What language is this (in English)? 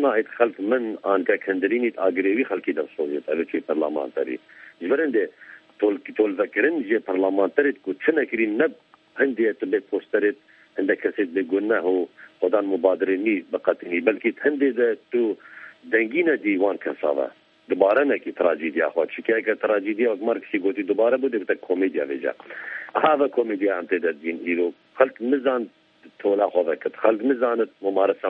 Kurdish